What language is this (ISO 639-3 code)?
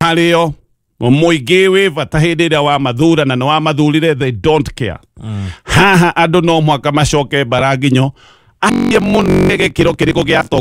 kik